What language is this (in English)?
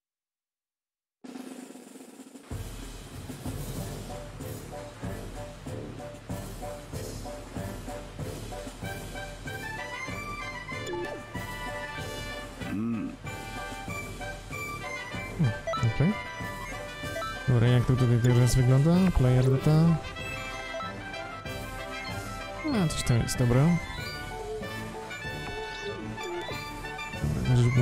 Polish